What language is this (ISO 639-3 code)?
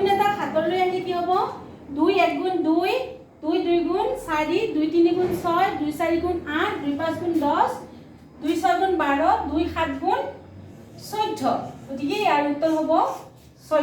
asm